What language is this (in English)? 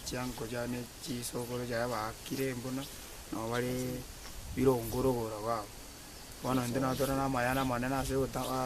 Gusii